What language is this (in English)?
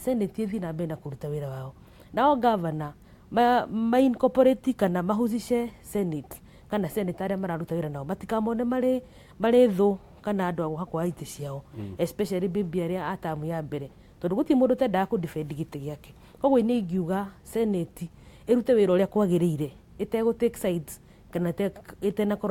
Kikuyu